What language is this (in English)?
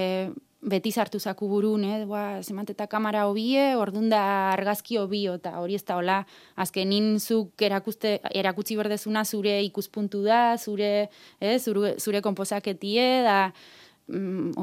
Basque